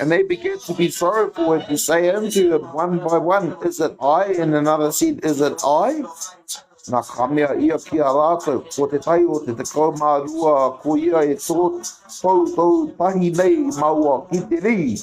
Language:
Māori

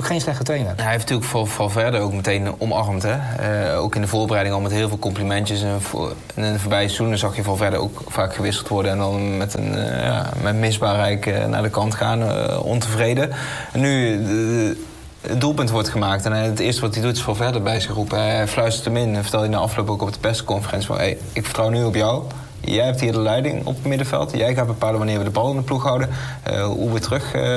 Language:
Dutch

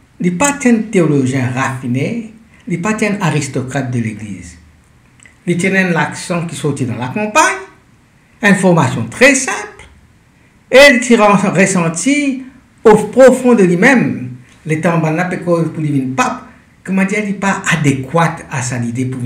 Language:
Morisyen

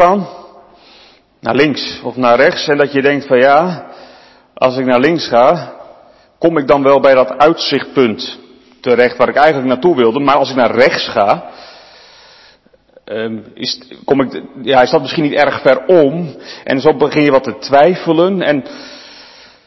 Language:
Dutch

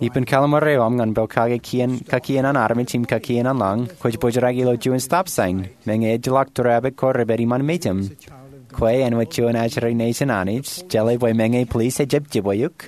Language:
Marshallese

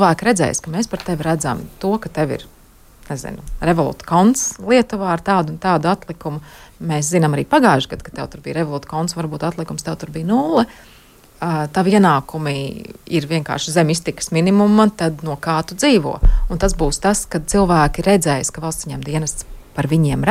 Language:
Latvian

